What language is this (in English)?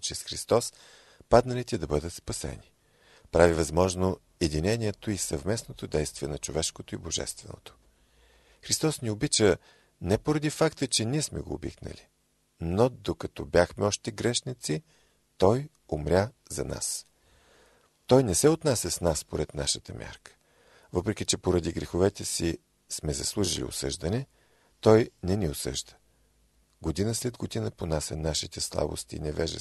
Bulgarian